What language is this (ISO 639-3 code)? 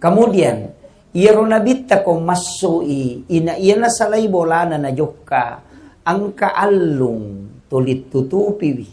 bug